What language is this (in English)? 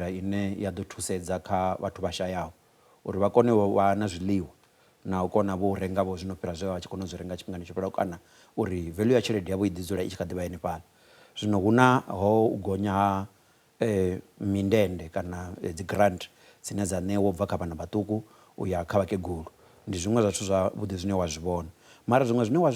Venda